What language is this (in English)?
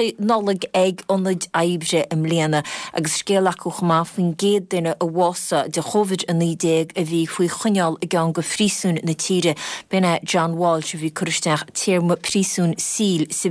Irish